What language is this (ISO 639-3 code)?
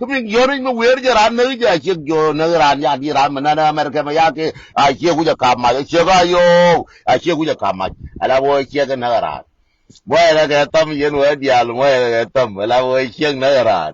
nus